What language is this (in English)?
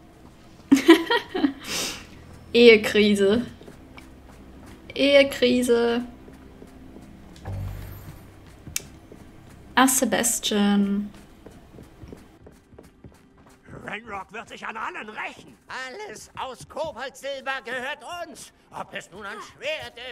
German